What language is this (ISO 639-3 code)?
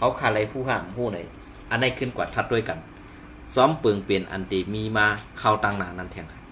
shn